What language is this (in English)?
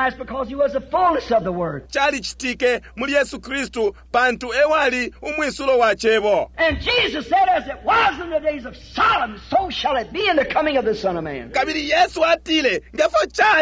Bemba